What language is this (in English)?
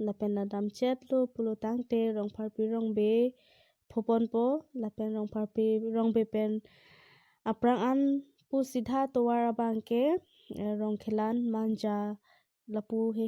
Karbi